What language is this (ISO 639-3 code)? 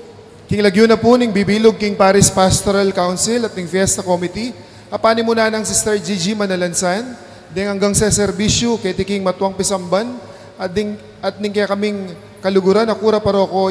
pam